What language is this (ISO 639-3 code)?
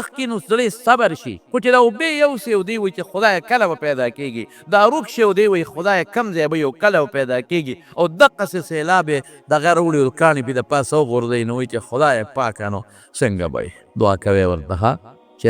pus